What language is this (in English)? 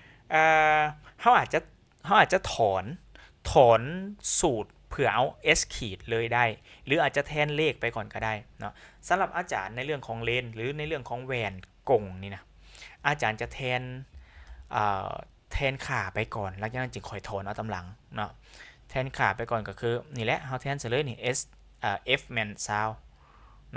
Lao